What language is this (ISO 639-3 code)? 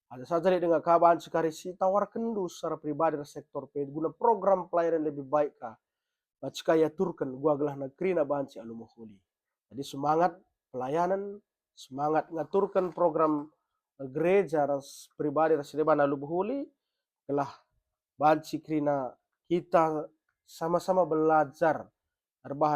btx